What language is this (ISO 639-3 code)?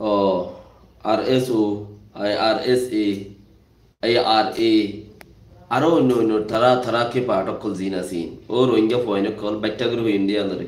rhg